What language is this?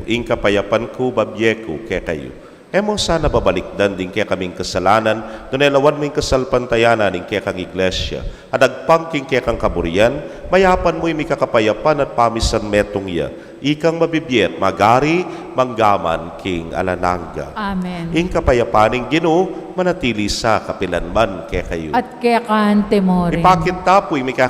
Pampanga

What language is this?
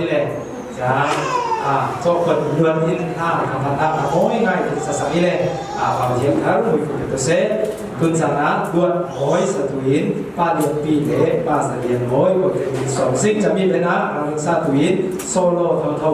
Falam Chin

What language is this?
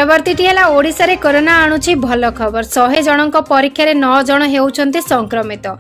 Odia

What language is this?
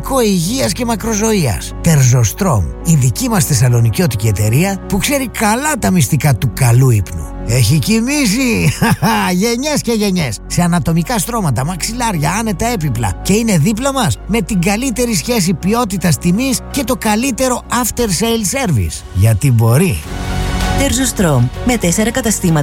Greek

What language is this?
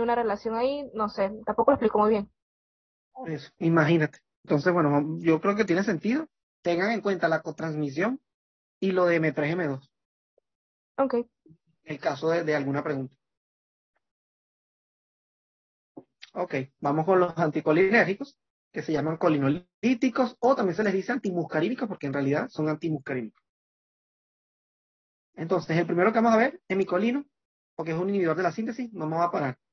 Spanish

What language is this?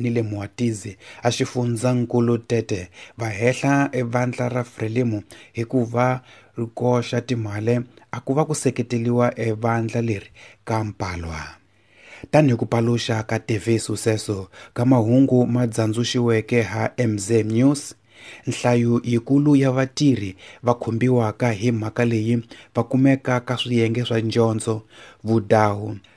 Tsonga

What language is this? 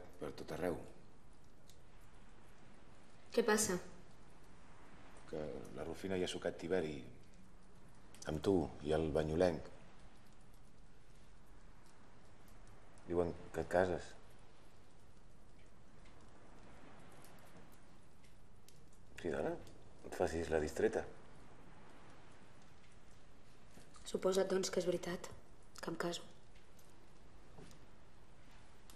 Catalan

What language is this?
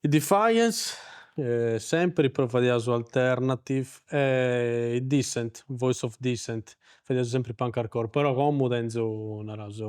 Sardinian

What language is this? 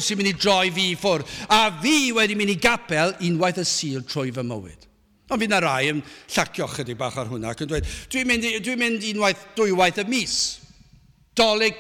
Welsh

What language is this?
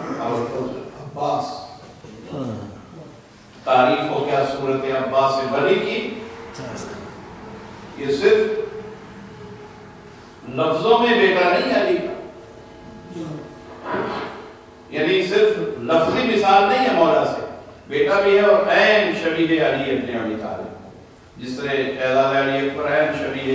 Urdu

